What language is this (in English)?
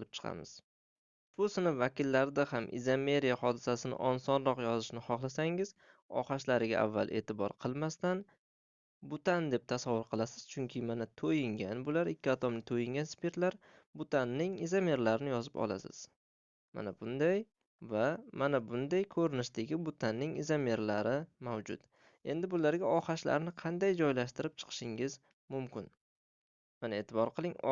Uzbek